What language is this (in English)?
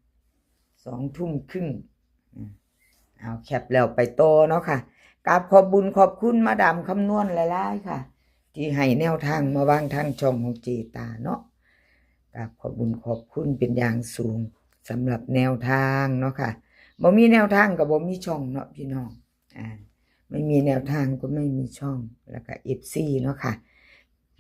Northeastern Thai